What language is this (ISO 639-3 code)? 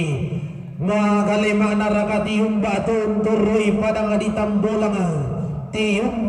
sda